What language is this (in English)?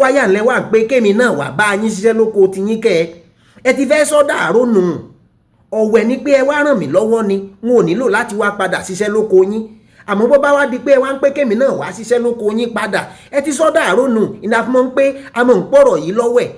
Yoruba